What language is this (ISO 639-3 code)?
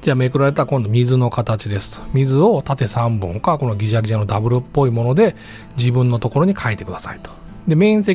jpn